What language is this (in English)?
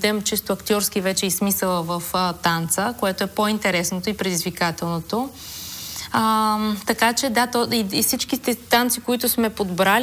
Bulgarian